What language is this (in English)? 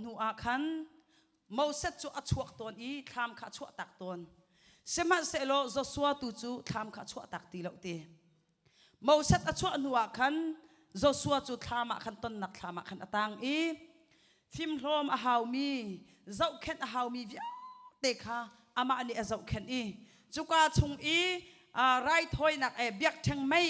Hakha Chin